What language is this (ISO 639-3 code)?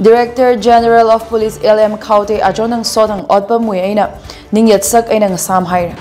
nmf